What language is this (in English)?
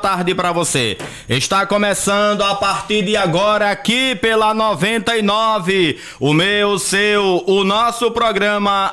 Portuguese